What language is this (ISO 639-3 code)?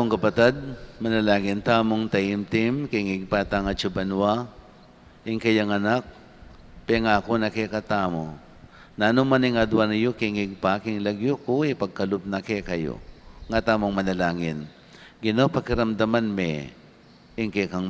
pam